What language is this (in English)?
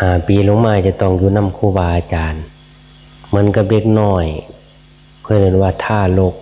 Northeastern Thai